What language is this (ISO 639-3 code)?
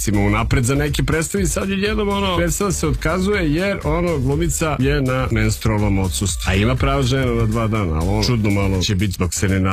srp